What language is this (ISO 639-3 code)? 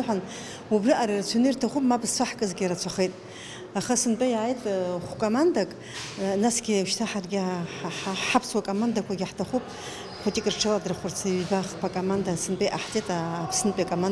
abk